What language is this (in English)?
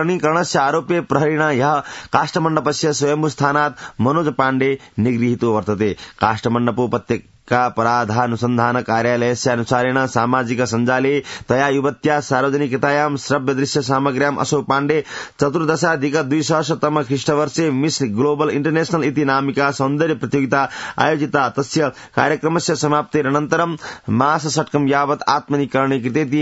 Sanskrit